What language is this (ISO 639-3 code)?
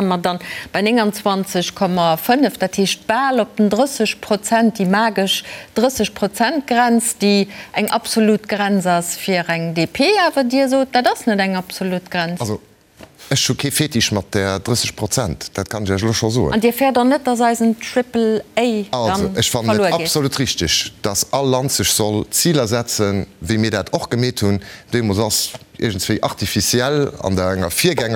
ltz